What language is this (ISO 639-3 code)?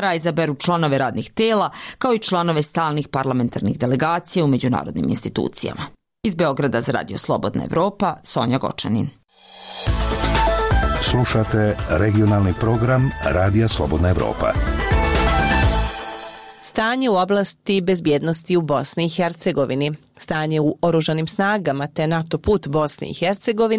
srp